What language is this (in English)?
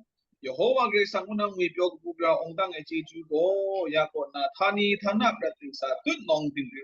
Kachin